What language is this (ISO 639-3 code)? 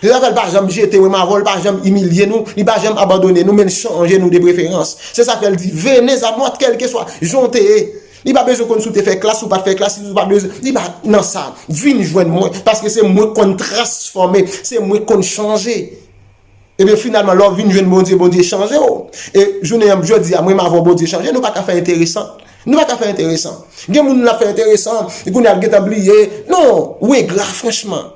hat